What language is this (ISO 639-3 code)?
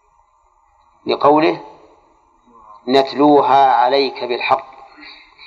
ara